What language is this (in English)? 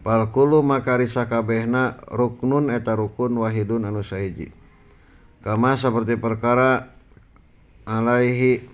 Sundanese